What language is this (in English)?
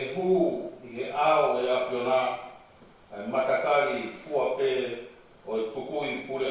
Tongan